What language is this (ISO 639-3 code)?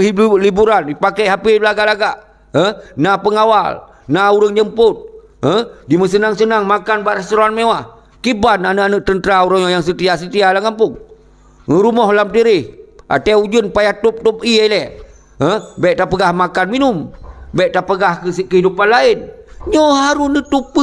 ace